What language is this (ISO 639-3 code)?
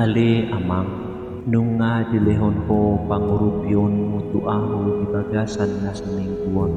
bbc